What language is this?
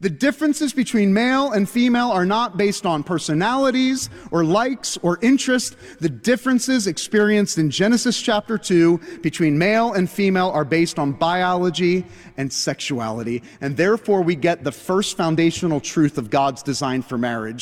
English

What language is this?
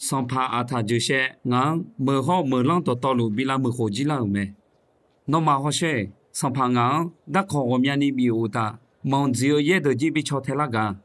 Akha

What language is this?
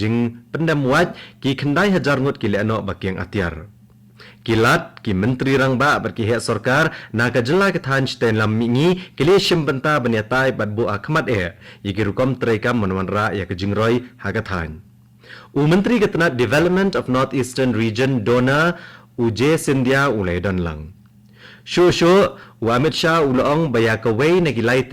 Khasi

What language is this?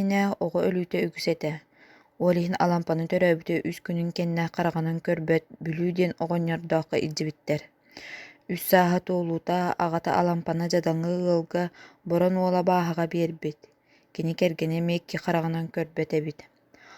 Yakut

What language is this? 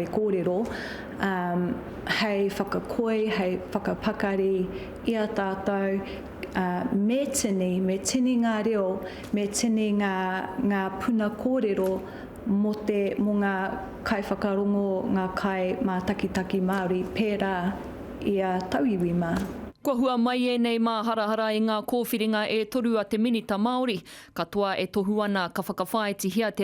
Māori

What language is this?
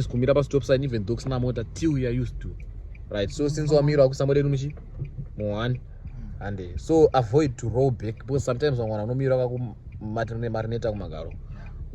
Shona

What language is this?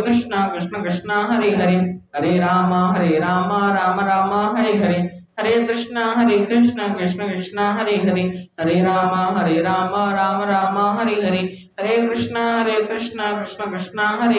Odia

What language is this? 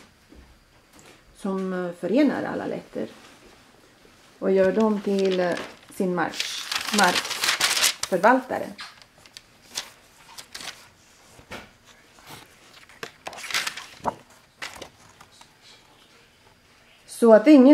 Swedish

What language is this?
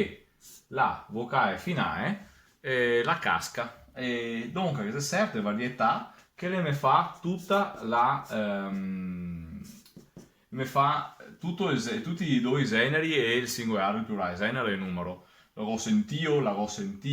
Venetian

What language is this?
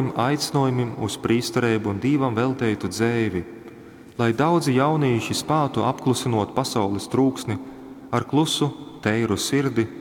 Latgalian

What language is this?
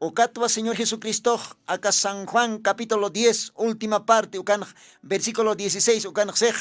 Aymara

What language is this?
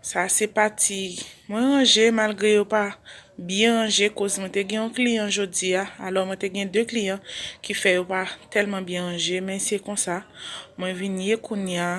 Haitian Creole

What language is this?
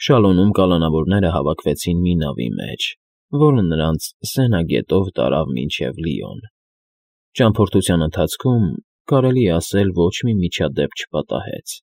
Armenian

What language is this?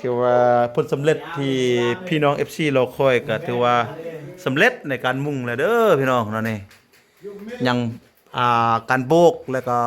Lao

